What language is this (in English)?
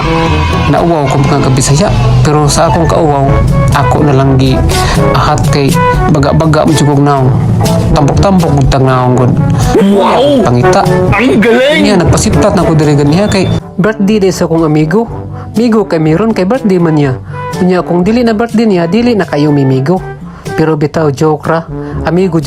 Cebuano